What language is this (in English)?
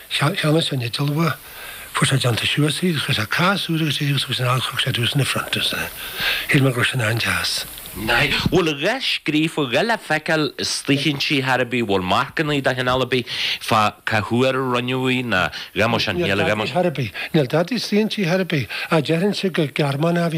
Irish